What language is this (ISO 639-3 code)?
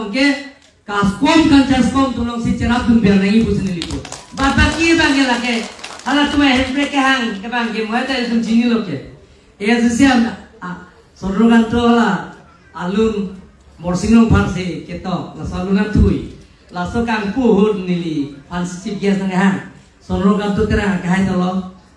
mjw